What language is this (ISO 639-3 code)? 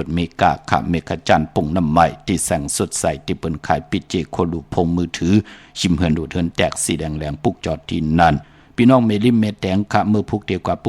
shn